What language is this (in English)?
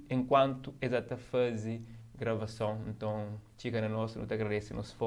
Kabuverdianu